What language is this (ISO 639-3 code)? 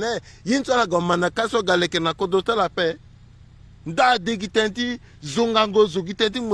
sag